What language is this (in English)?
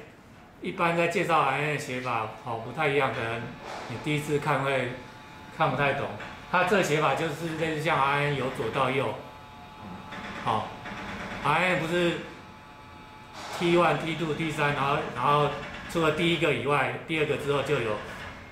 Chinese